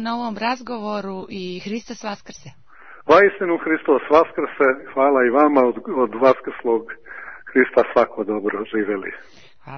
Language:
Serbian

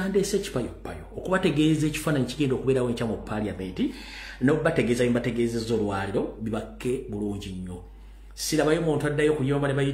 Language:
Ganda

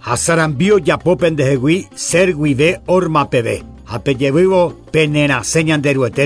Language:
Guarani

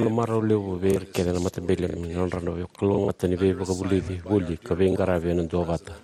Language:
Fijian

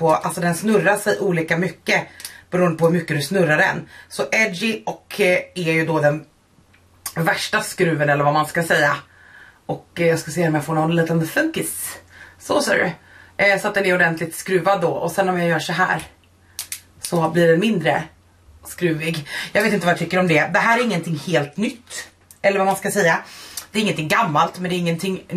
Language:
Swedish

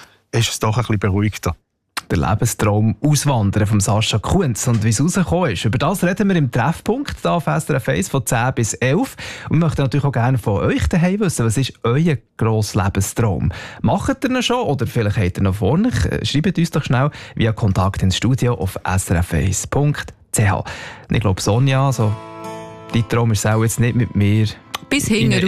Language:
German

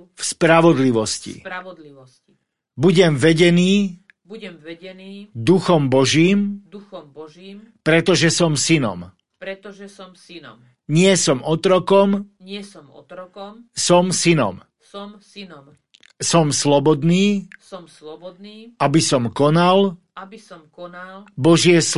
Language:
Slovak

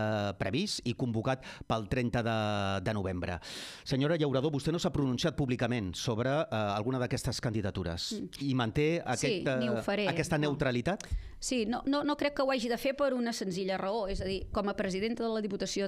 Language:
Catalan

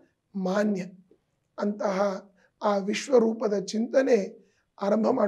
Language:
Kannada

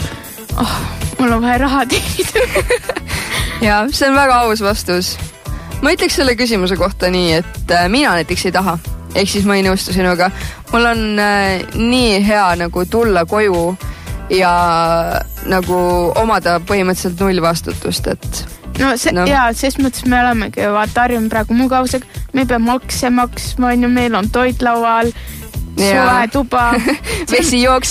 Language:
Estonian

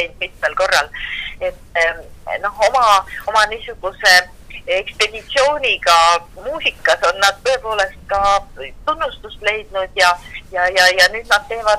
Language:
Estonian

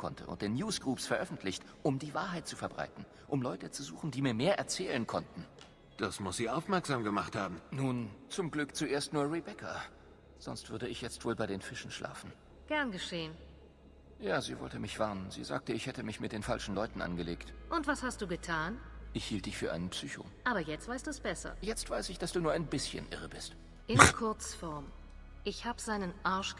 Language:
Bavarian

